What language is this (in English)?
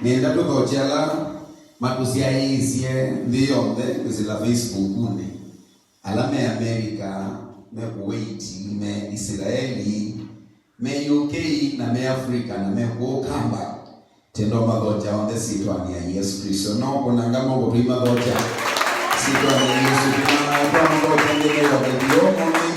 Kamba